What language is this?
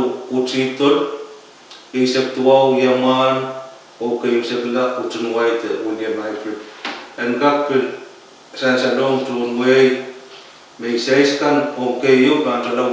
Pohnpeian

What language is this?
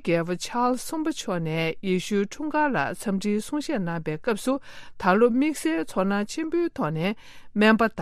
Tibetan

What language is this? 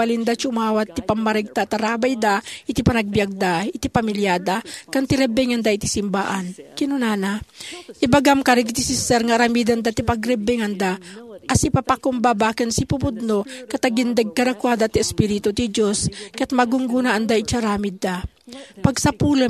Iloko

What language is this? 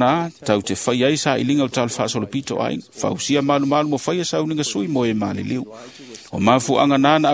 Samoan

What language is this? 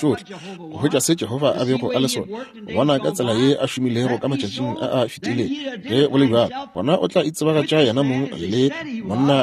Northern Sotho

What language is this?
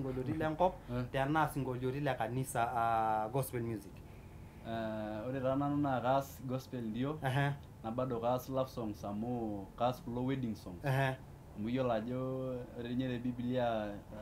Masai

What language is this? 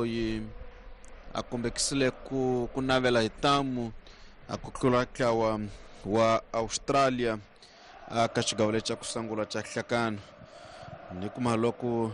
Tsonga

